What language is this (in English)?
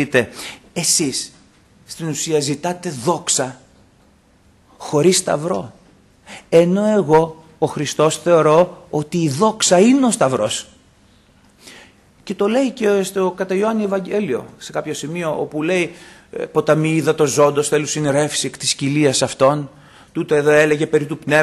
Greek